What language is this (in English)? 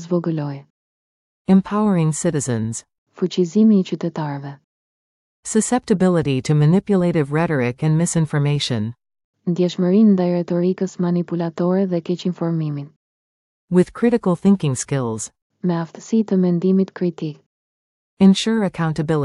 Albanian